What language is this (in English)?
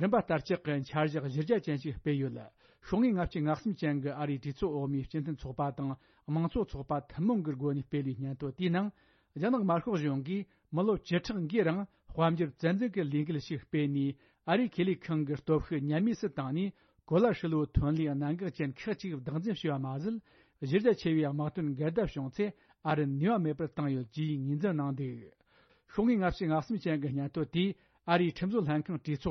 Tibetan